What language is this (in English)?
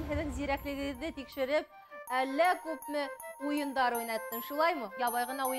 Bashkir